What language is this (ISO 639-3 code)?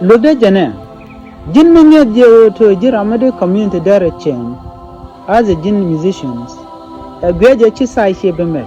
nus